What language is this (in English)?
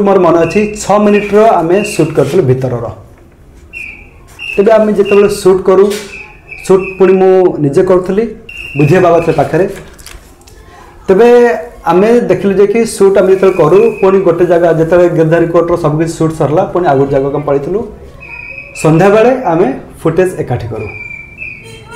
Odia